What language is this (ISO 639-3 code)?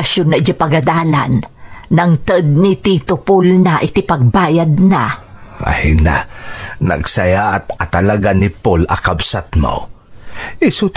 ilo